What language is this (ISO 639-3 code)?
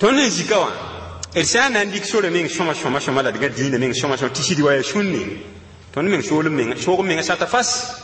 mos